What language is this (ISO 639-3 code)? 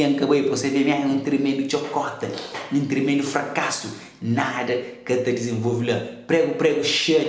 kea